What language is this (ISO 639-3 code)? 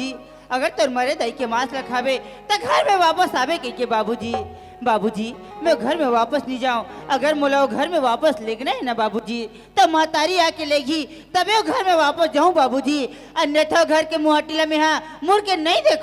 hne